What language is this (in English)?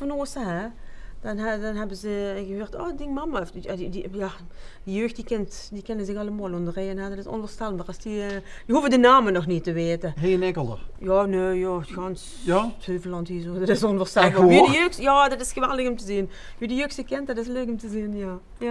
Limburgish